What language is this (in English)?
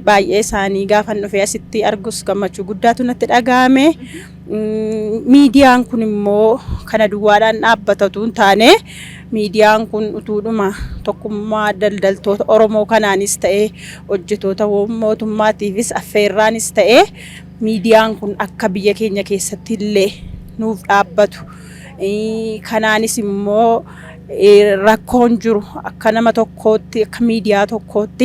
Oromo